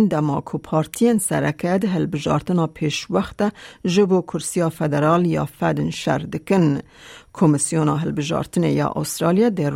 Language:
Kurdish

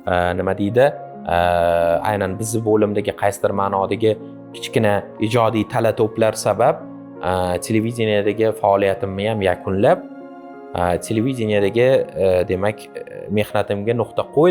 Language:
Uzbek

